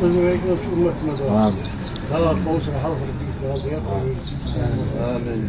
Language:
Ingush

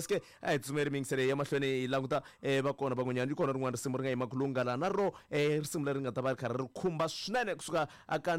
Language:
Tsonga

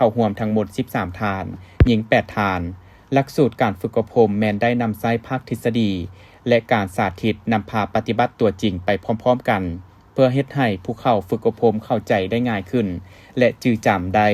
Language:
Lao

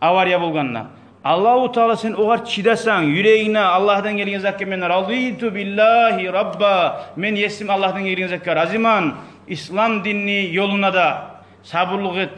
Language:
Kumyk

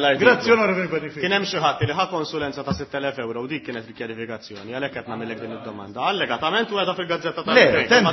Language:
Maltese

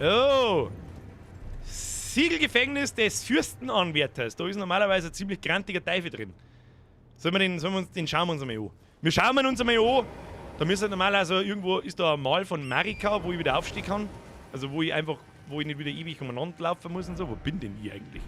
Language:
Bavarian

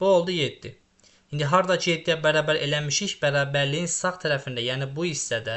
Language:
Azerbaijani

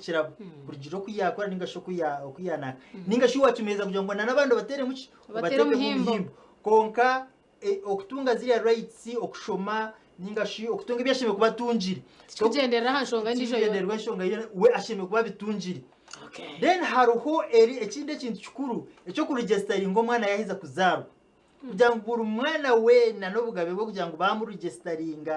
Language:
Nyankole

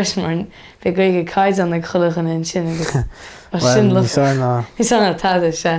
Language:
Irish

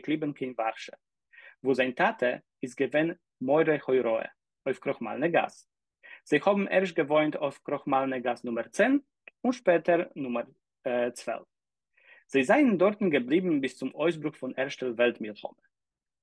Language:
Yiddish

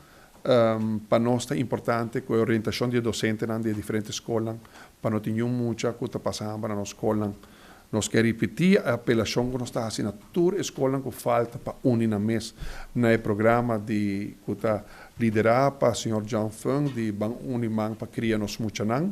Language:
Papiamento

